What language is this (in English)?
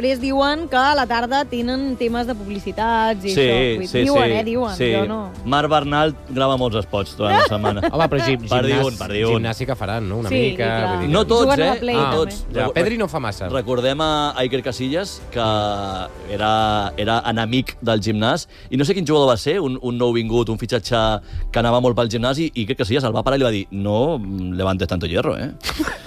Catalan